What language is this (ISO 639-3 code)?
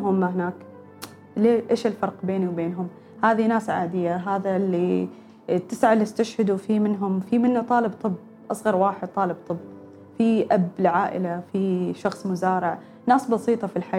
afb